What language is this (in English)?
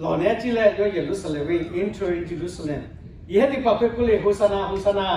Lahu